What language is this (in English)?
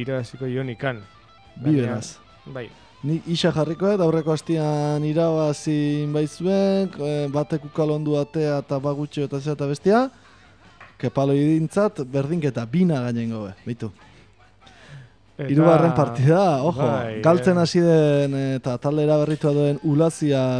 Basque